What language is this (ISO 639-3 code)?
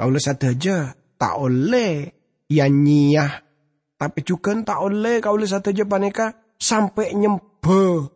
mad